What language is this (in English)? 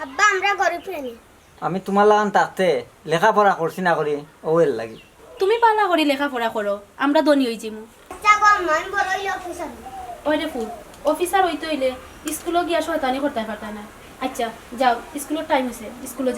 Sylheti